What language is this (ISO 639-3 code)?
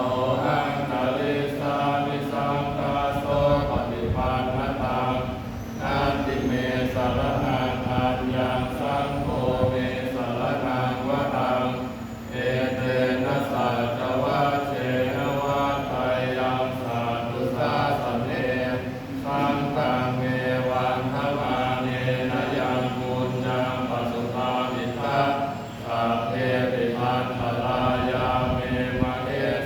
pli